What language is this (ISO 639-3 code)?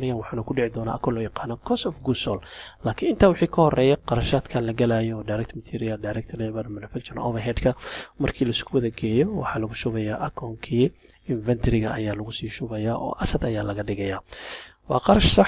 som